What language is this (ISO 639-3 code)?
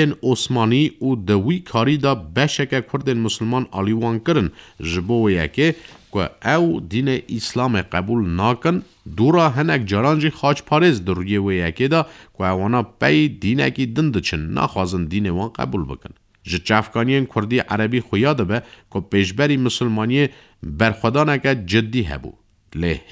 kur